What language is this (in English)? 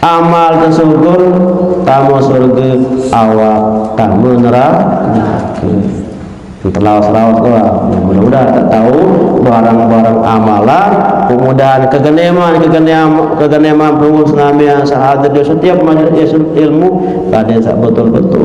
Sasak